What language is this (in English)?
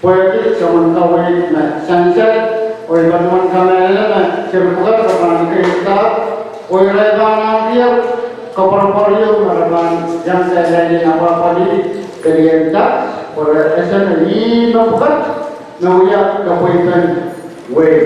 Pohnpeian